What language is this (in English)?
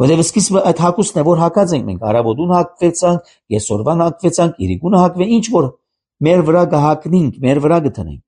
Armenian